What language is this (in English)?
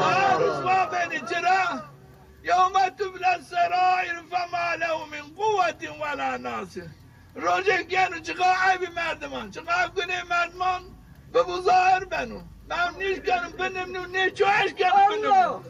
Zaza